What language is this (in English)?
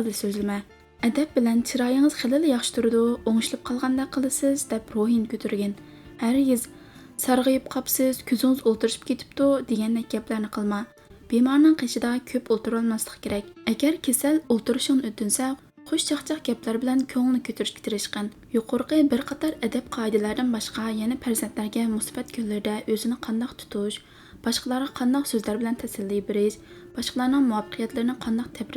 Uyghur